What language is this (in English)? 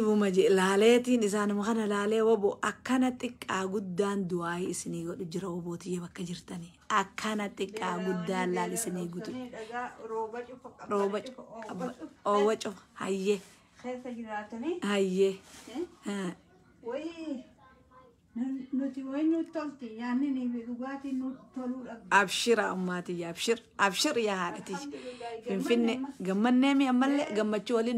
Oromo